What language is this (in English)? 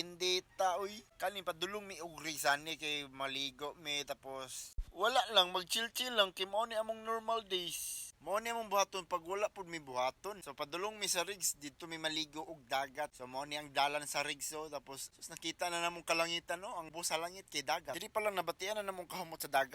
Cebuano